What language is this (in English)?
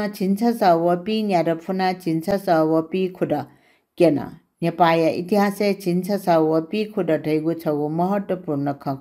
Newari